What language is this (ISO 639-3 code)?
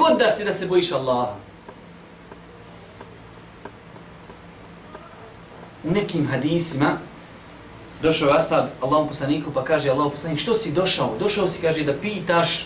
bos